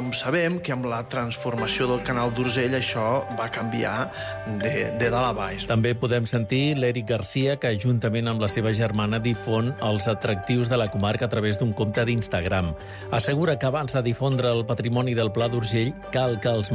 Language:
Catalan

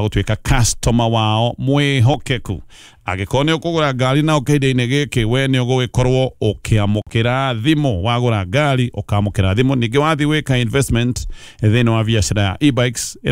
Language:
Kikuyu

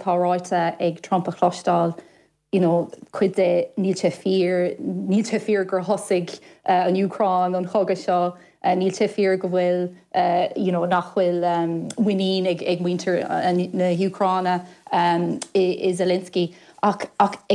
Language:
Irish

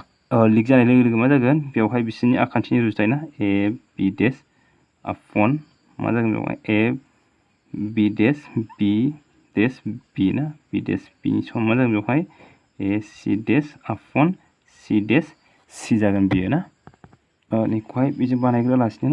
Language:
Bodo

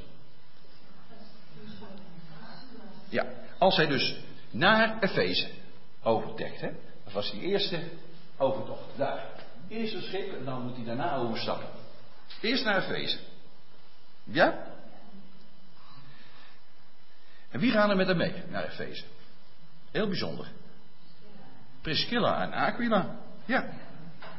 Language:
Dutch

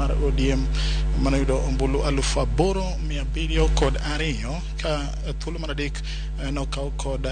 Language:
Luo (Kenya and Tanzania)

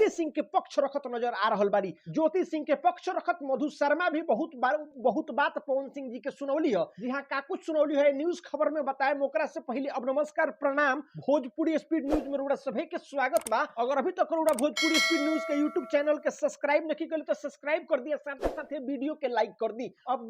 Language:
Bhojpuri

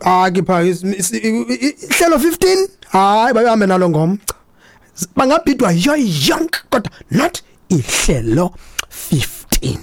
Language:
Xhosa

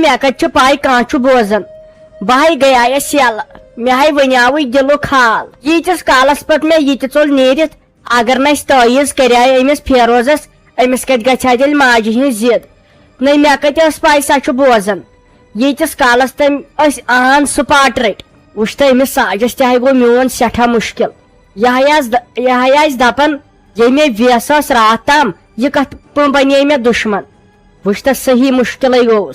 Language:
Kashmiri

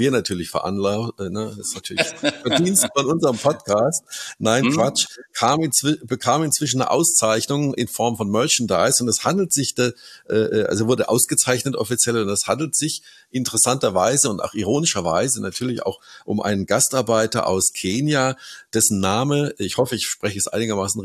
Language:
German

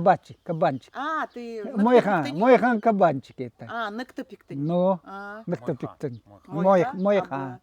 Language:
Nanai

